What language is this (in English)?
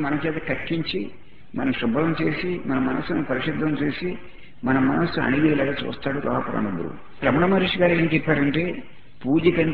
Telugu